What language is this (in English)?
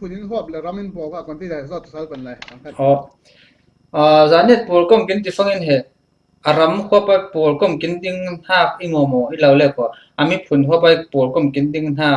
Falam Chin